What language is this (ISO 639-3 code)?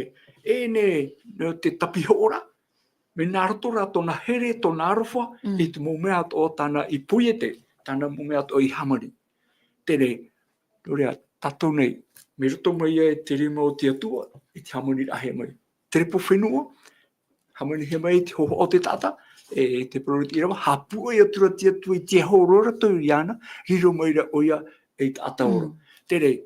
tah